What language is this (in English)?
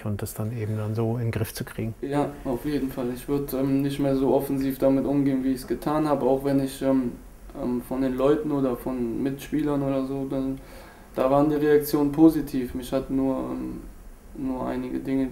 German